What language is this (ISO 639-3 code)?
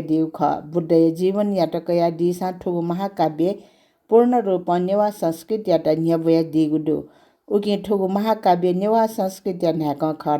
new